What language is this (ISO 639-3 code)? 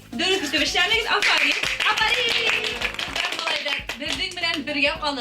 bak